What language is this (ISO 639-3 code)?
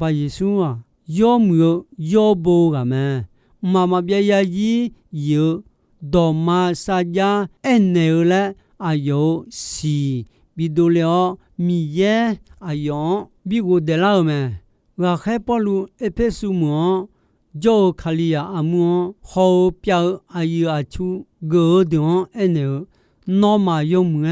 ahk